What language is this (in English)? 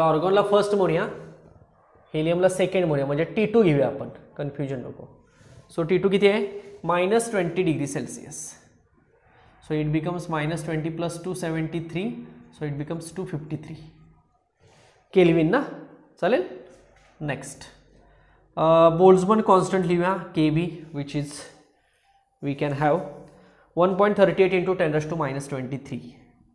Marathi